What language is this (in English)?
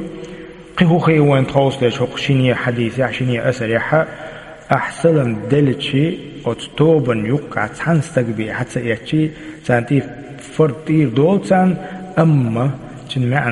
Chechen